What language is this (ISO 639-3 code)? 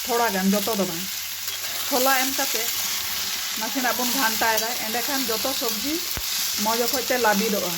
sat